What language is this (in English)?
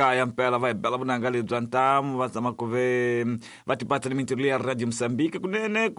Tsonga